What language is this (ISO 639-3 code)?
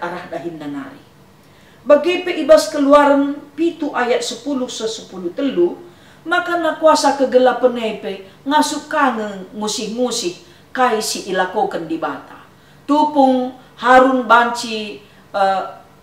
btx